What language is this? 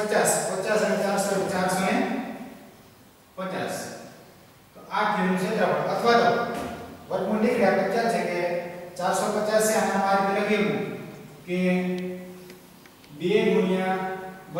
Gujarati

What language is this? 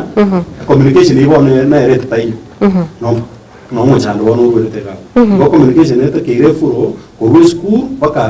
Gusii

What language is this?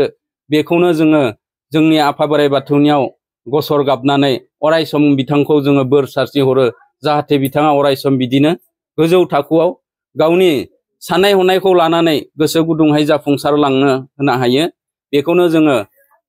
Bodo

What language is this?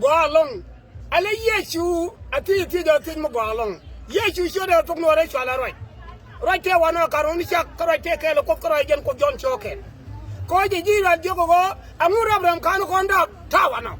Nuer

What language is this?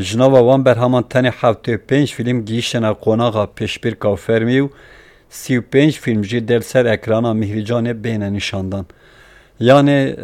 Kurdish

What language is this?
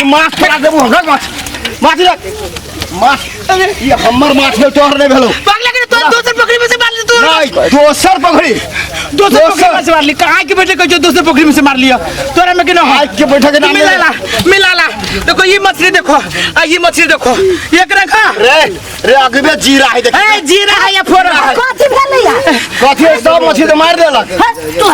Maithili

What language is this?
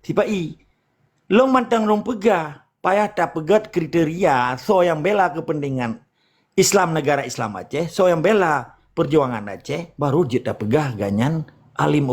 Achinese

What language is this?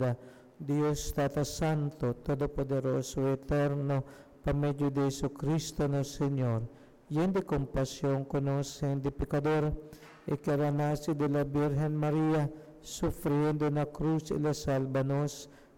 Papiamento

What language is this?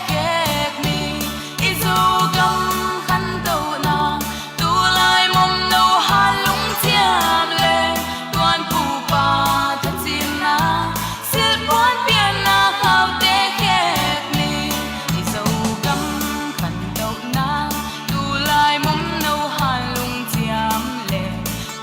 Falam Chin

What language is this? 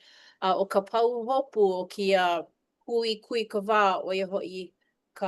Hawaiian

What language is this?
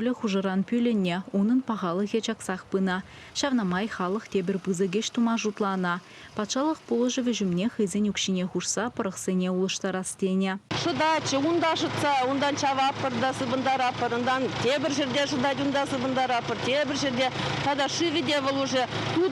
Chuvash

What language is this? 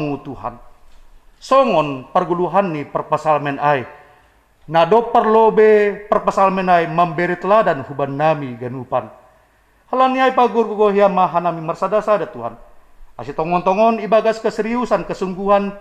Batak Simalungun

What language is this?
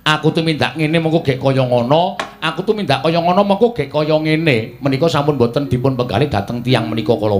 Javanese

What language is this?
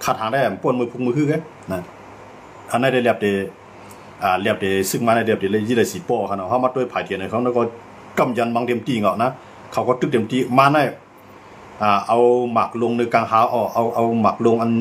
Shan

